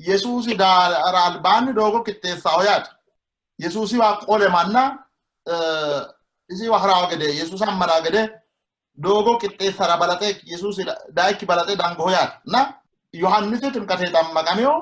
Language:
Sidamo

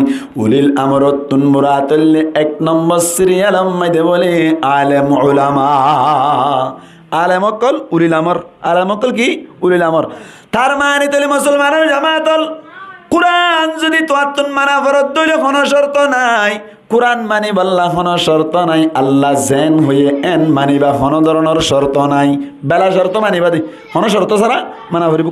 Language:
Rohingya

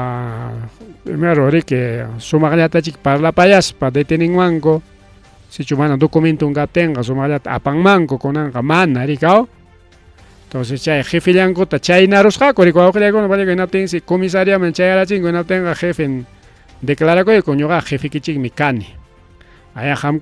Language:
Ayacucho Quechua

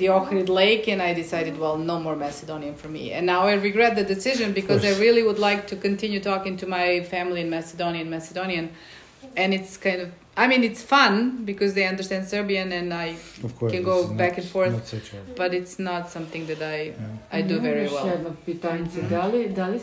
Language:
Serbian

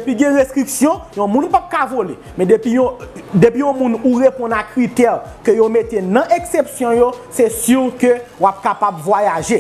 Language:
Haitian Creole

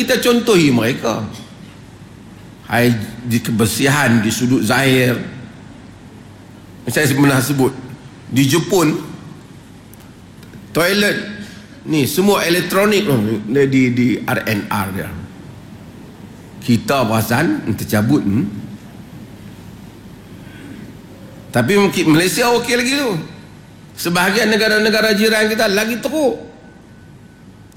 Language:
Malay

